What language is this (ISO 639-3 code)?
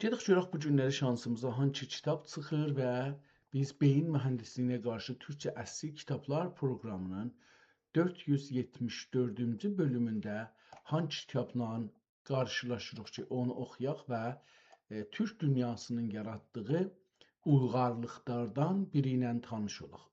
azb